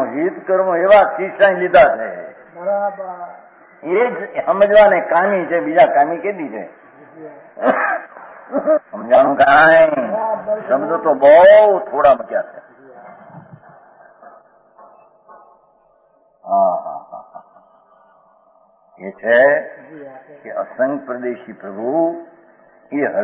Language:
Gujarati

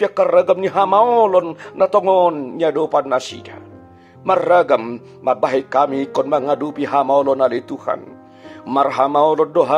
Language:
Batak Toba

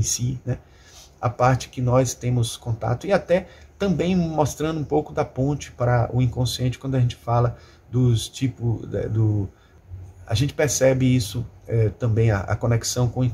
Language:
Portuguese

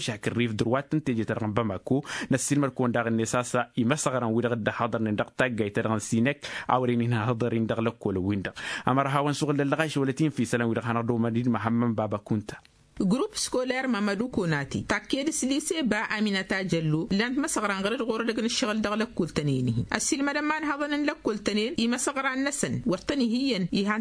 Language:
Tamasheq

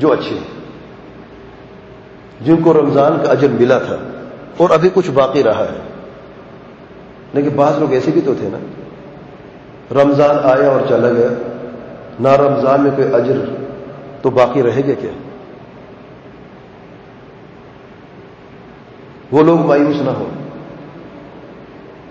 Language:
Urdu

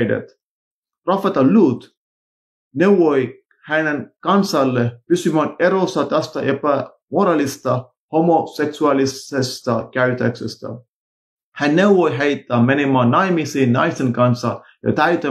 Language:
Finnish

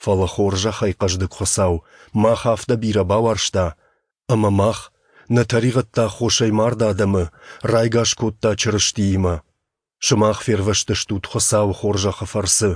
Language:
Ossetic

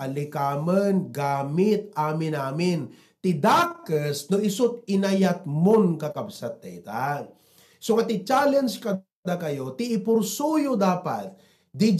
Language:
Iloko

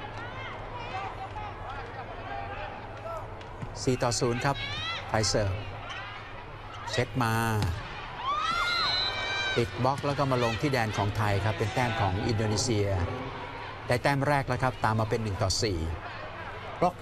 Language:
Thai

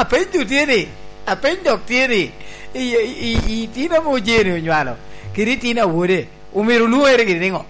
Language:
Lango (Uganda)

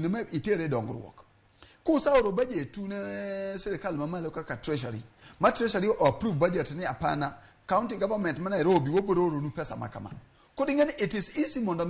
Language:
Luo (Kenya and Tanzania)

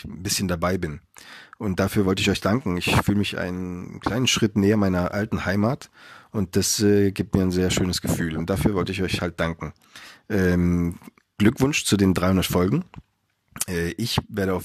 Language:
German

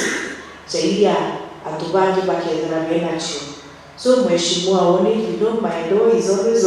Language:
Meru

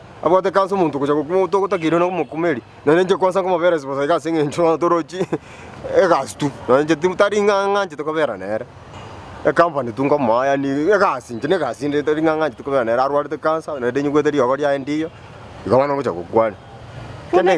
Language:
Gusii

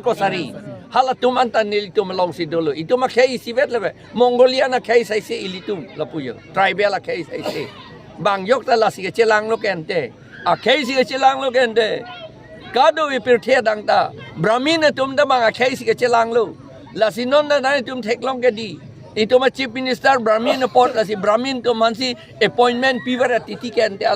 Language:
Karbi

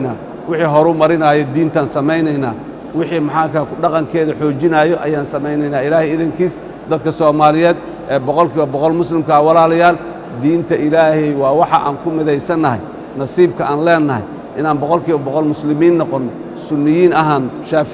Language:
Somali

